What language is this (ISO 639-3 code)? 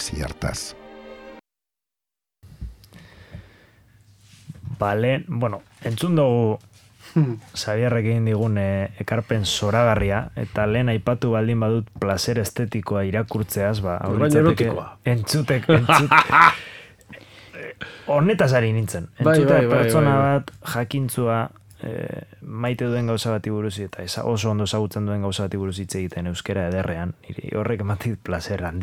eus